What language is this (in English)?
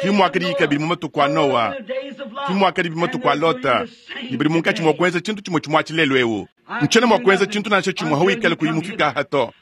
Luba-Lulua